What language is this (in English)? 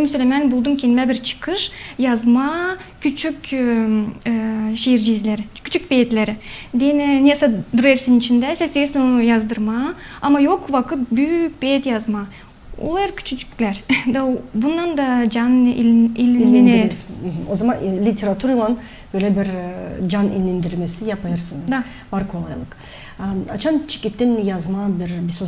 Gagauz